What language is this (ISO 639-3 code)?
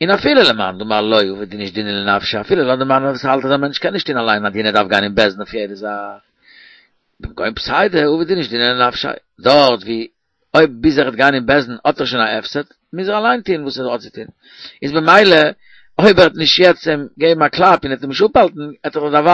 yid